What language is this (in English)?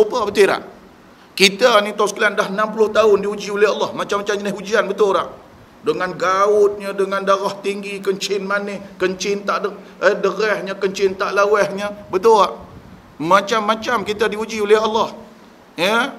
Malay